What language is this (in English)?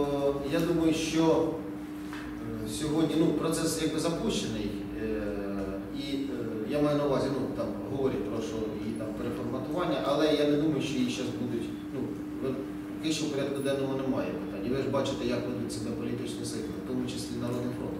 Ukrainian